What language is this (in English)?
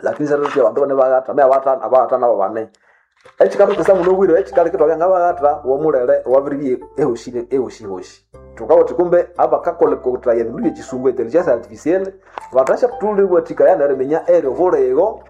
Nande